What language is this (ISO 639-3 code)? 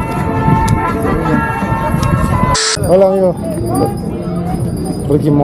spa